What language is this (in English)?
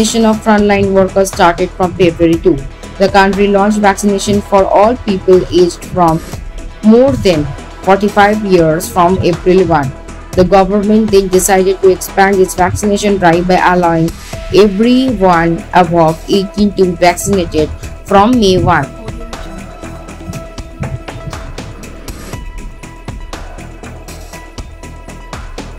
English